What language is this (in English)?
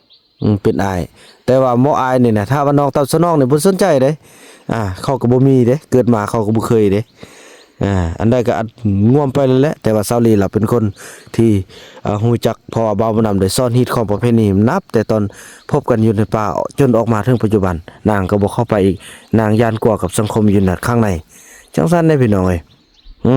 Lao